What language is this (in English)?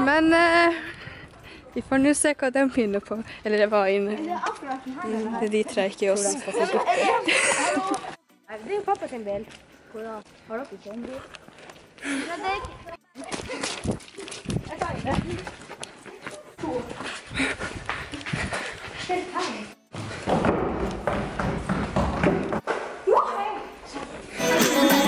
Norwegian